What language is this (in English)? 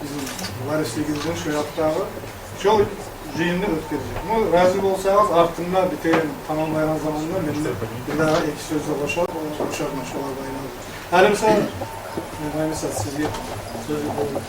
Kumyk